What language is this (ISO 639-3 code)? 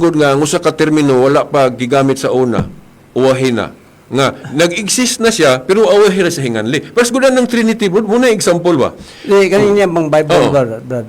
ceb